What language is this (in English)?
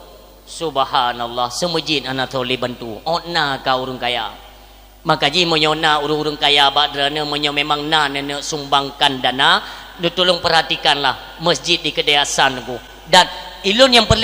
Achinese